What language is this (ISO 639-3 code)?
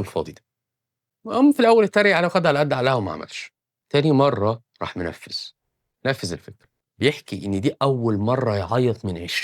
arz